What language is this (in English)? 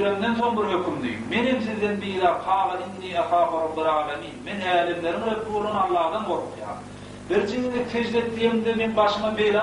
Turkmen